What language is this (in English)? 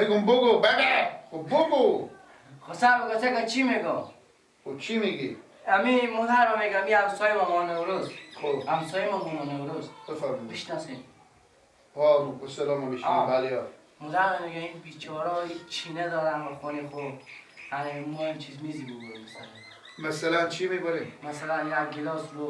Persian